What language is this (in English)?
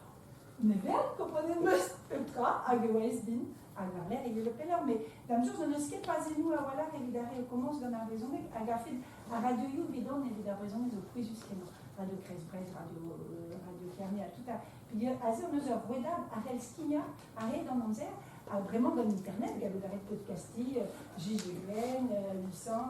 Breton